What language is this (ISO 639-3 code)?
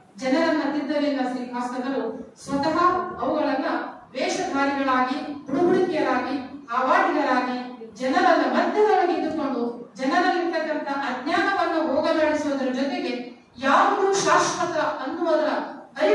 kan